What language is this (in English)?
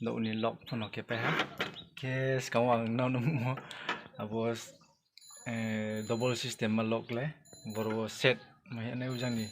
Riang (India)